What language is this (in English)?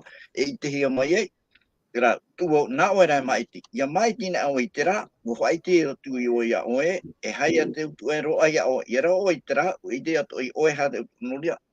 Tahitian